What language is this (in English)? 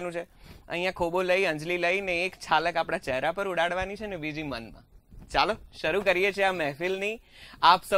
Gujarati